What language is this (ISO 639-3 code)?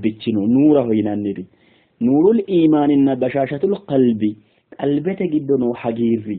sid